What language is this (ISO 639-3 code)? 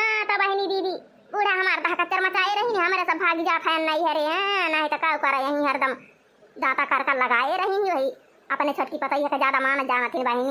awa